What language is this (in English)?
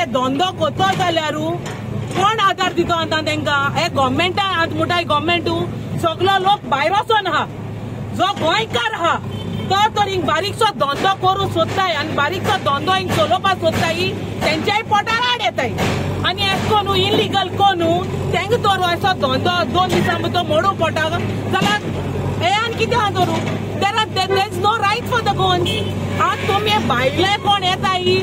Konkani